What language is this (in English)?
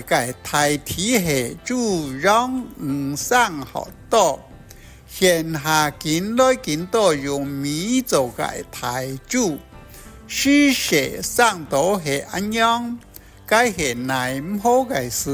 Hakka Chinese